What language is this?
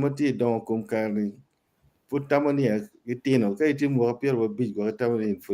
Acoli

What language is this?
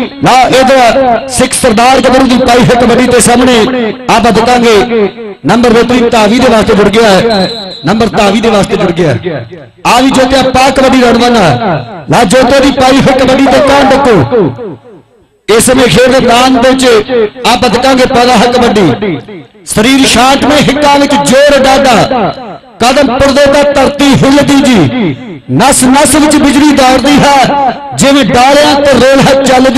Punjabi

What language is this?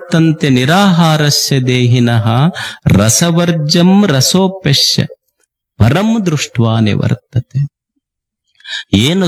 Kannada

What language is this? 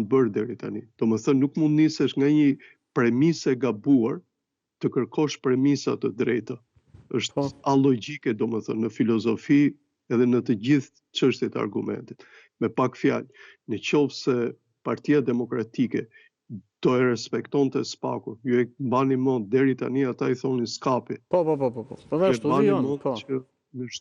Albanian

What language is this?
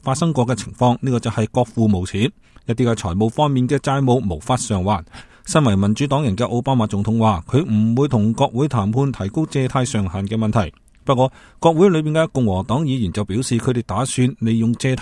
Cantonese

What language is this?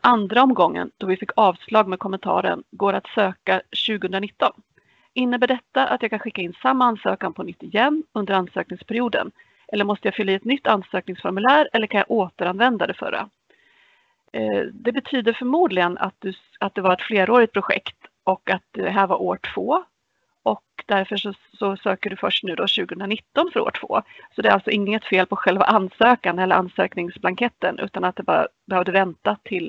Swedish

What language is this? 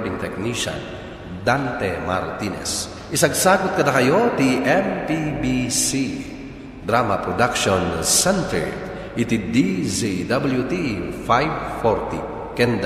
Iloko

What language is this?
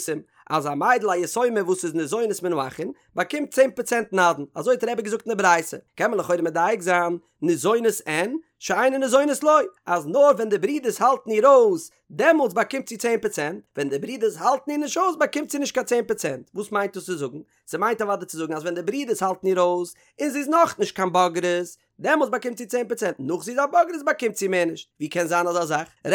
Yiddish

